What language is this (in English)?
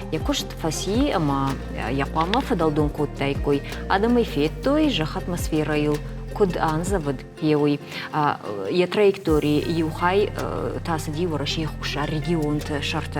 Ossetic